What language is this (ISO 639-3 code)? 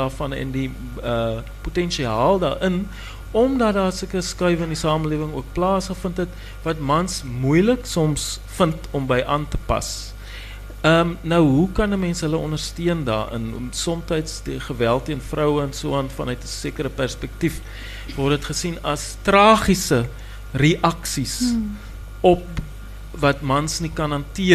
afr